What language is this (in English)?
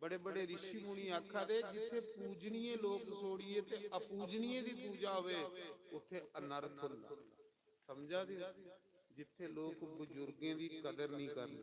Dogri